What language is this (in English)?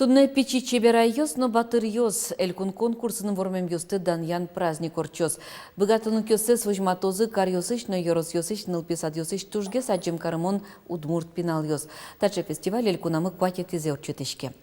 Udmurt